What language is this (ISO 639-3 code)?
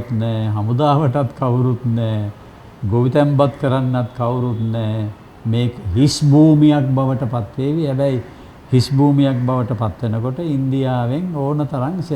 sin